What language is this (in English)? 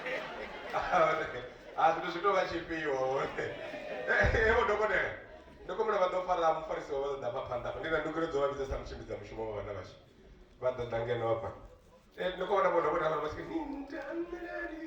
Venda